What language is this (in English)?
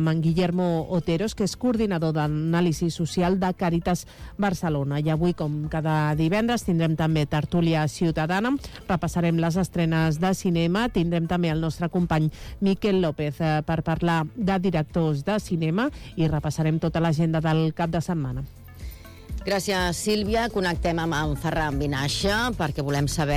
Catalan